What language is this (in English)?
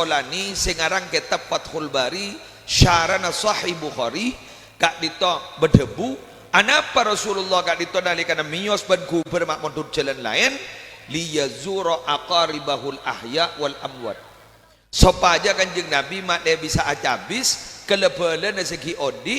Madurese